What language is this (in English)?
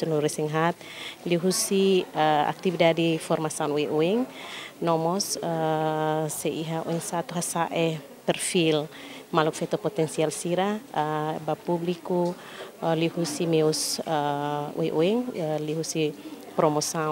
Tetum